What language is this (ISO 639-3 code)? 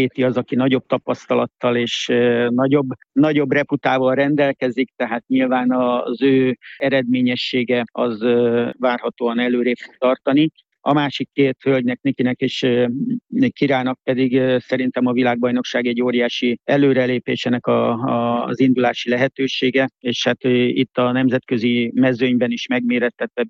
hun